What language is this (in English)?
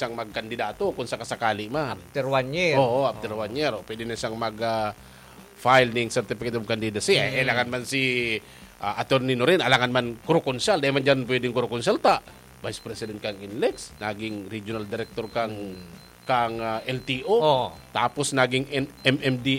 Bikol